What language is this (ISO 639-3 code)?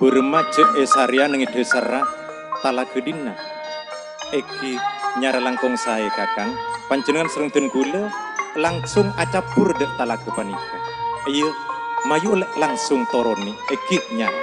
mad